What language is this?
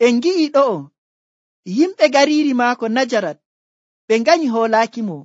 Nigerian Fulfulde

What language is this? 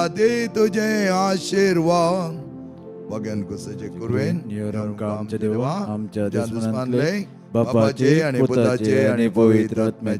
Konkani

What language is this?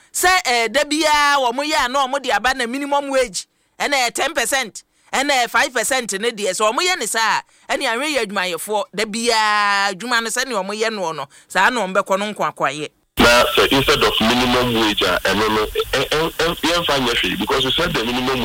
Akan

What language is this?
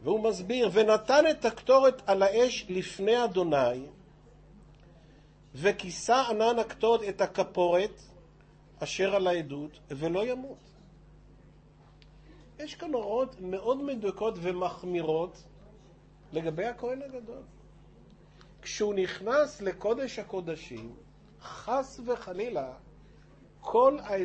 Hebrew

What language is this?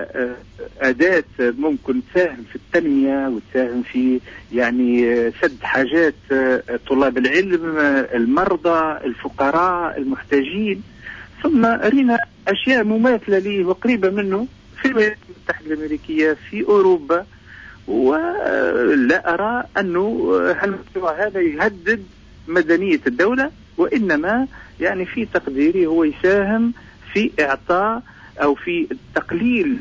Tunisian Arabic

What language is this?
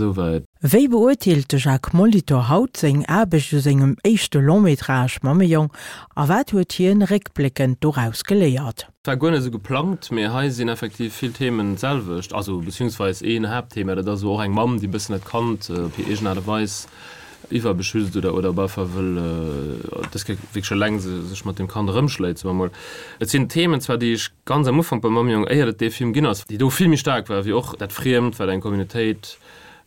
Luxembourgish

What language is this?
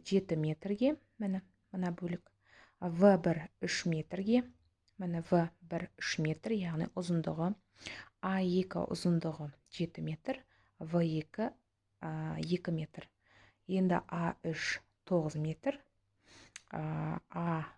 Kazakh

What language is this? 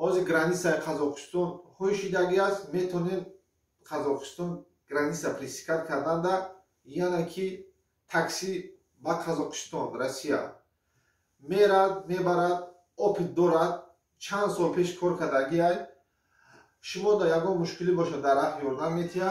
Tajik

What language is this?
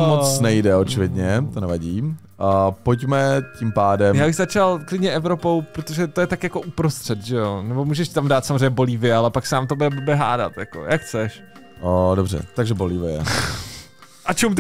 Czech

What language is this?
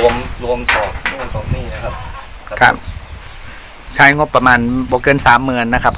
Thai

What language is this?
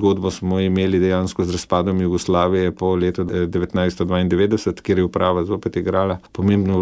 Slovenian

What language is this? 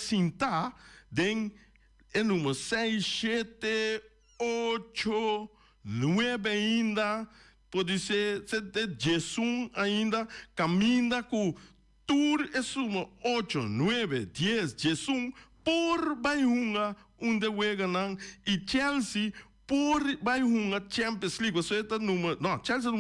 Papiamento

